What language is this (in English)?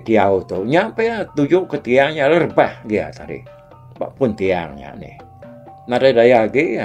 Iban